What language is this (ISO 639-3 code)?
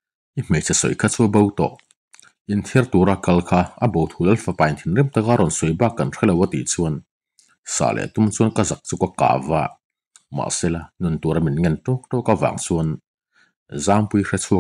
lus